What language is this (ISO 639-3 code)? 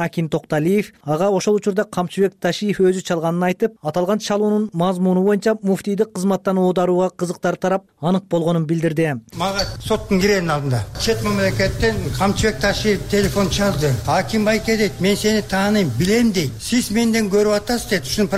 kir